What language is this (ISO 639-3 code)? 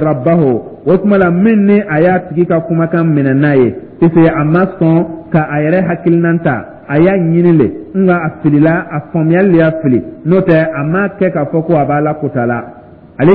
dyu